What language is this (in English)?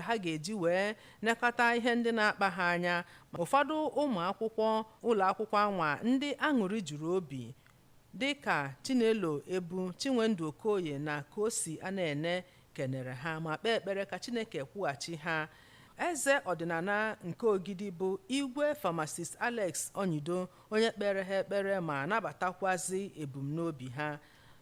Igbo